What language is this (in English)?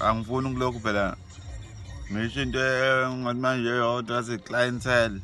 Zulu